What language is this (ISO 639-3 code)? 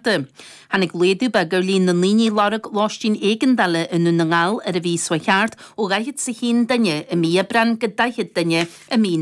gle